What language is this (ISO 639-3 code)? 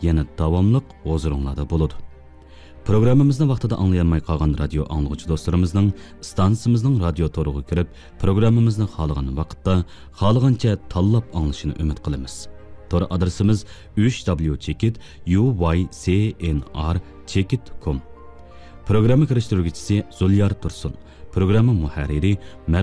uig